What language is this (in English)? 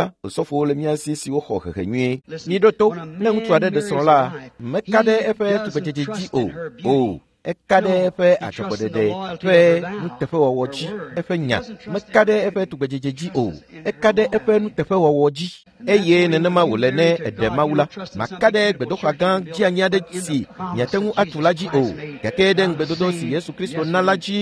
Ewe